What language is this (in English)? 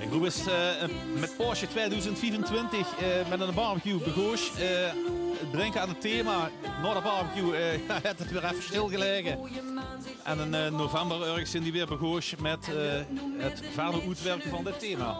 Limburgish